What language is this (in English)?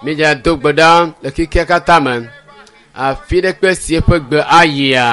Ewe